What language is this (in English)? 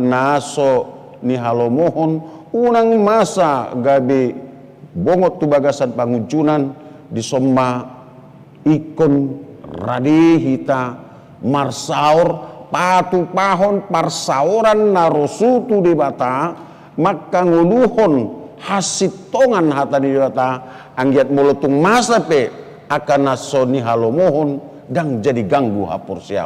Batak Toba